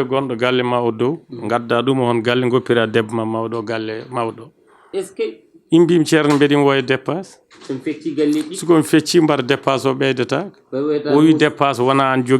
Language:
Fula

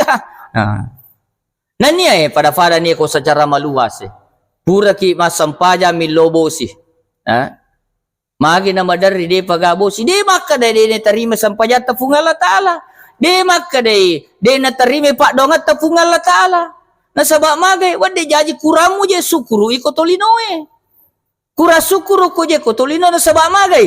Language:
Buginese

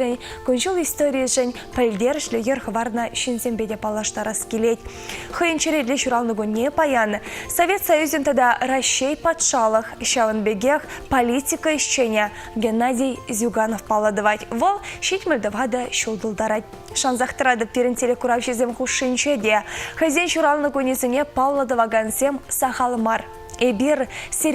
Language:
Chuvash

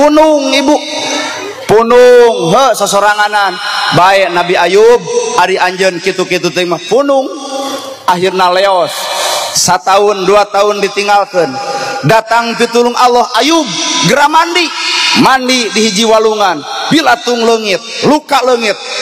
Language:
Sundanese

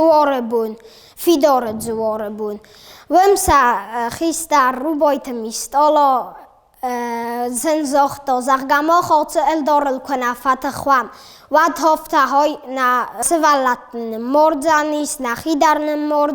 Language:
Ossetic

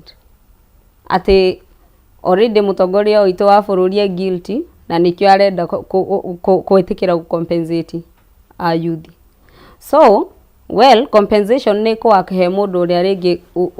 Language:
Kikuyu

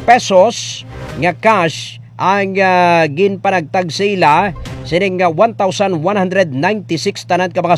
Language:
Hiligaynon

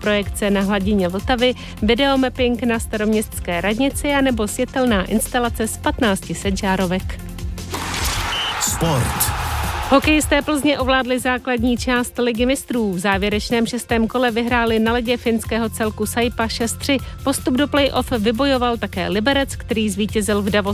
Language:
Czech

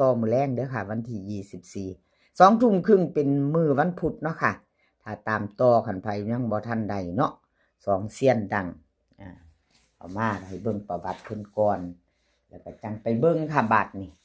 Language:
Lao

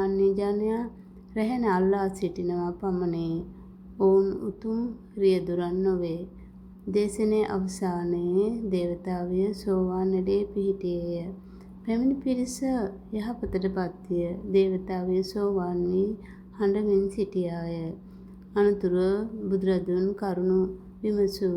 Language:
Sinhala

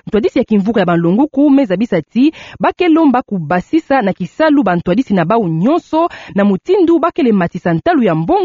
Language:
Kituba (Democratic Republic of Congo)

